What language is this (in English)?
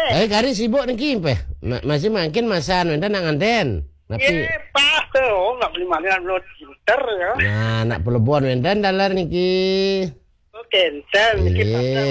Balinese